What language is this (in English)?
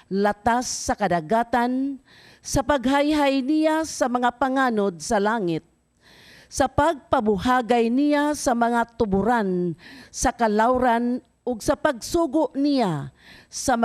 Cebuano